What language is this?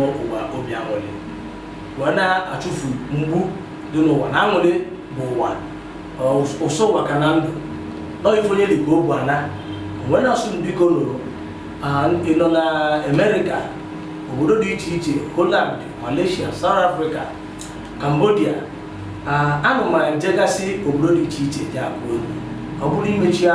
Igbo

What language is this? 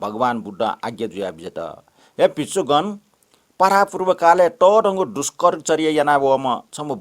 Newari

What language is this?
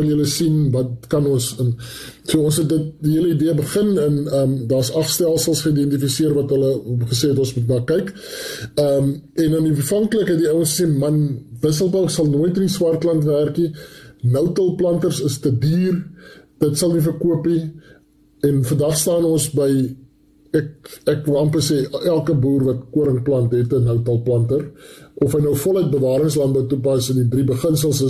Afrikaans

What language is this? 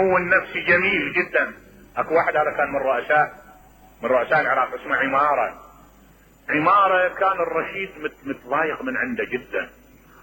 Mesopotamian Arabic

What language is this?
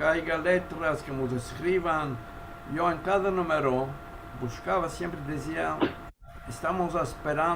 Ladino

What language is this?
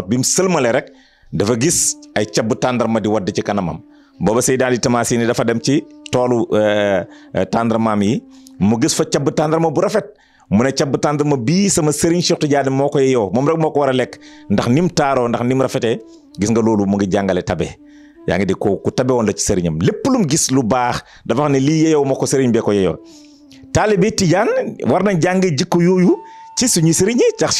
Wolof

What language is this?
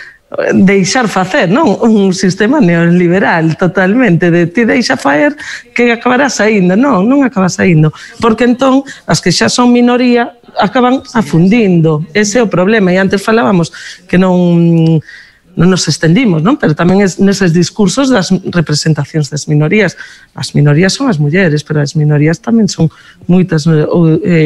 Galician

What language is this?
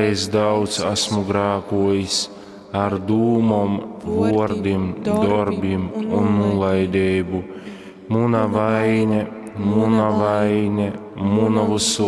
Latgalian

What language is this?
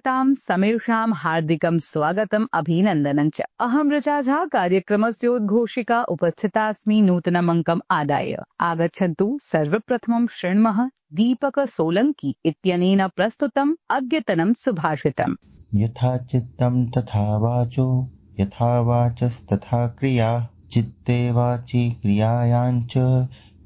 Sanskrit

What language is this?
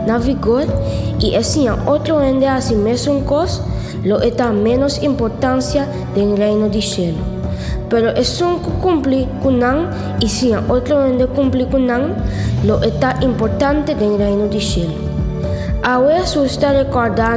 Papiamento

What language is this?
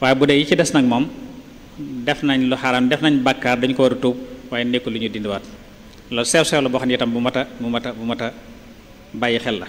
Wolof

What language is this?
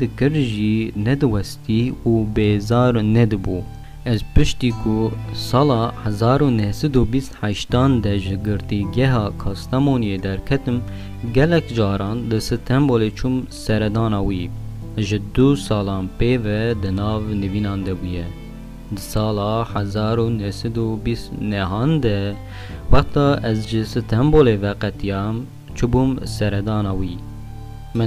Kurdish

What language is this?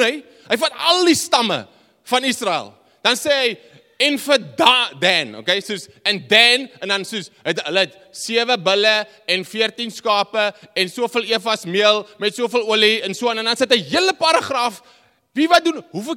Afrikaans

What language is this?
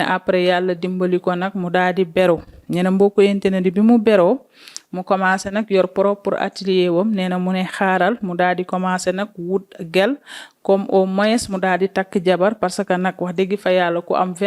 Wolof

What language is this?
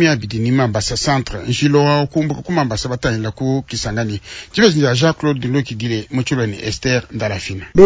Luba-Lulua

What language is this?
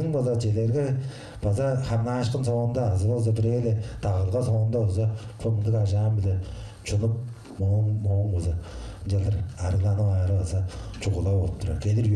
Tuvinian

